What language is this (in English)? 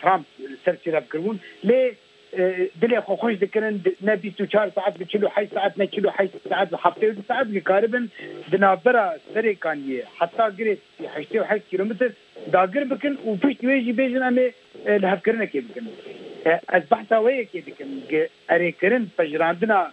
Kurdish